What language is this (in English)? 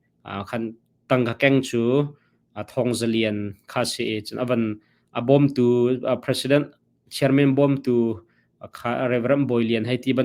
Hakha Chin